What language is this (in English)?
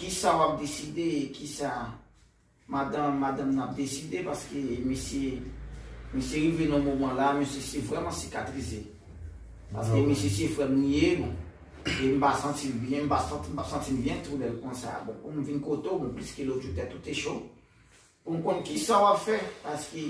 Haitian Creole